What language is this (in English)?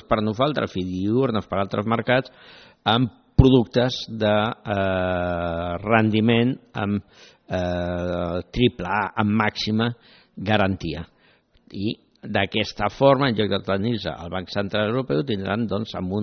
Catalan